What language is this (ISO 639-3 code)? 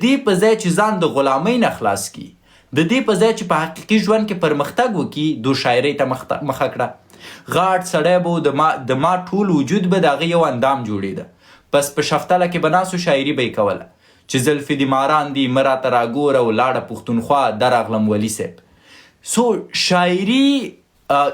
pus